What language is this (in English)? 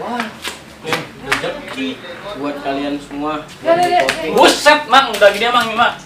Betawi